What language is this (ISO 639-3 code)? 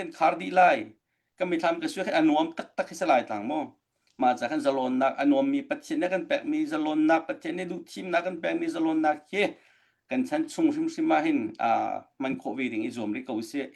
cnh